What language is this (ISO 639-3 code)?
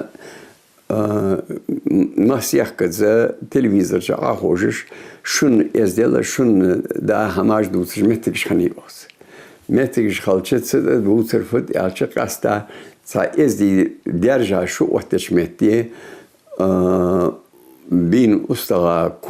inh